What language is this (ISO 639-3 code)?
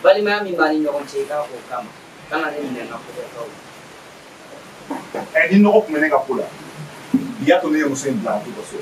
bam